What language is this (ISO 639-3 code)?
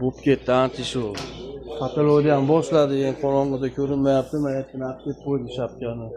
uzb